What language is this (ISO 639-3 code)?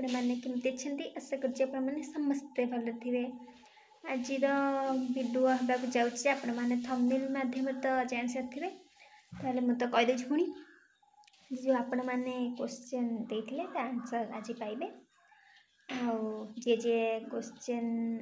ori